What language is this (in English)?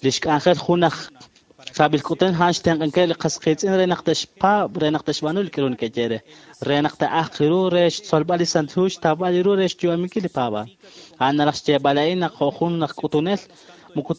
Kekchí